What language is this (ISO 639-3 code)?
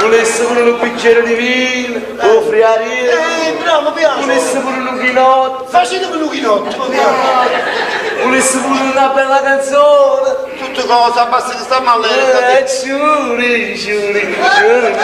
nap